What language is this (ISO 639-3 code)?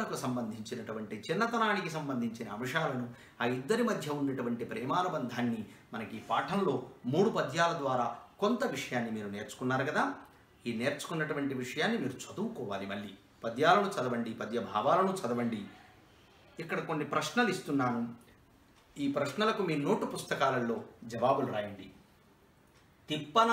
tel